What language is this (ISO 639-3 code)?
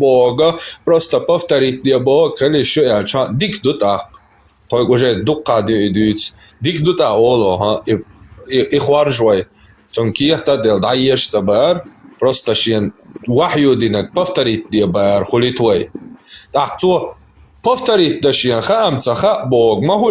che